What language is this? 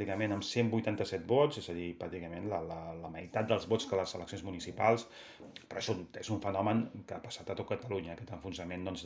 Catalan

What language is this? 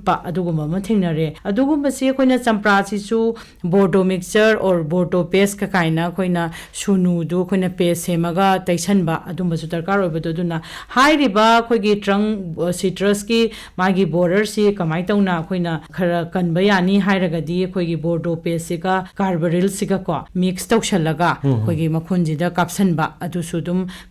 Manipuri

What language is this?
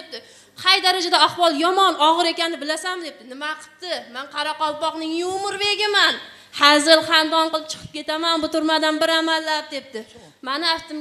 Kara-Kalpak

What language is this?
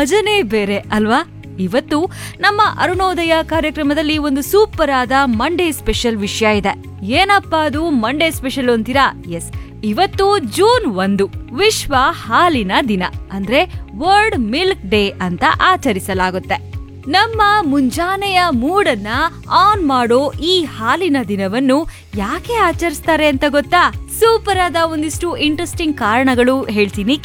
Kannada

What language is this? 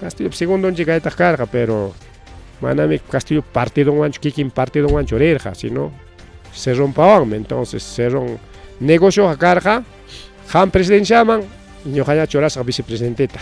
Ayacucho Quechua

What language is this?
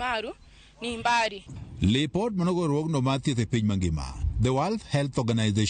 Luo (Kenya and Tanzania)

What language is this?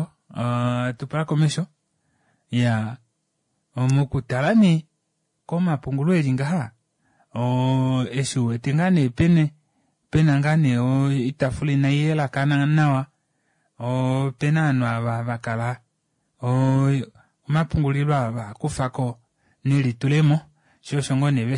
Kuanyama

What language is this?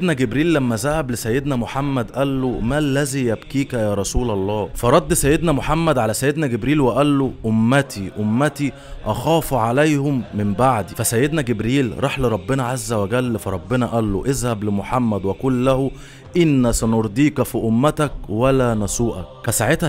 Egyptian Arabic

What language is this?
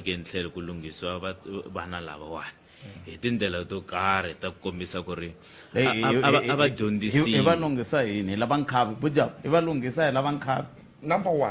Tsonga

